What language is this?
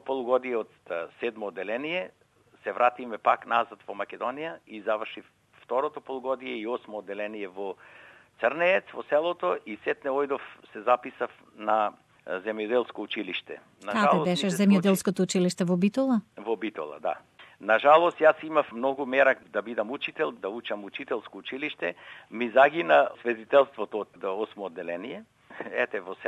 Macedonian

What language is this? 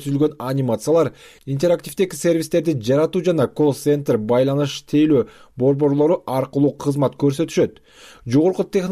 Kyrgyz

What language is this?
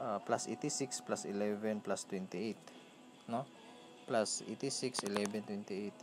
Cebuano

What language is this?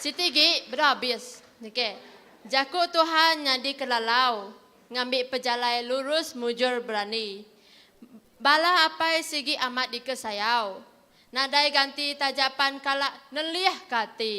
Iban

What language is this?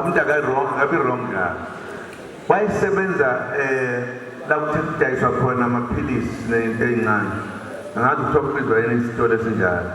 Zulu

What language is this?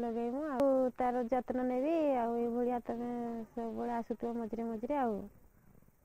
Odia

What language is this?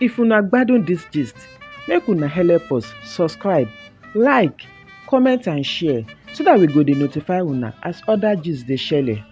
Nigerian Pidgin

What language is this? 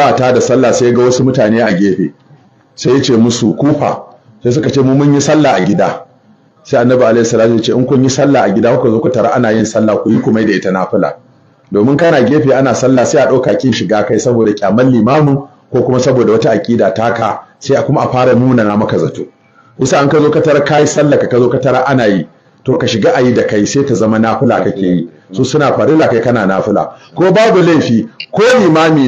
Hausa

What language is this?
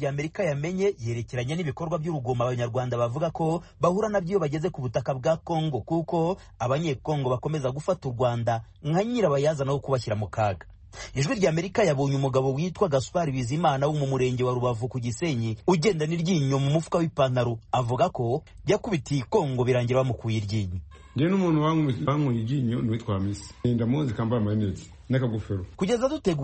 Kinyarwanda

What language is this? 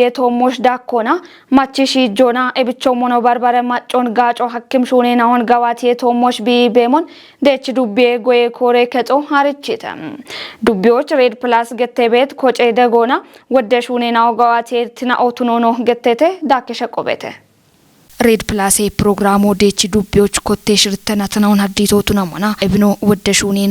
Kafa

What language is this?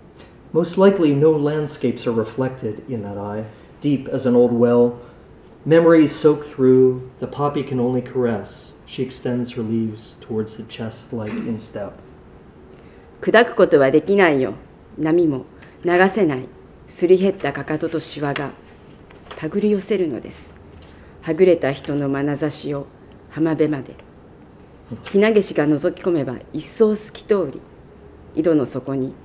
English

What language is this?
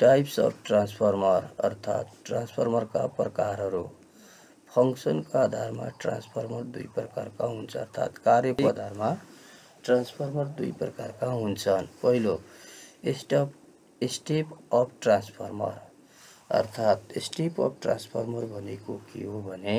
Nepali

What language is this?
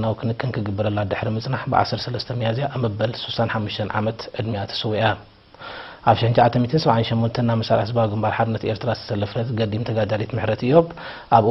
Tigrinya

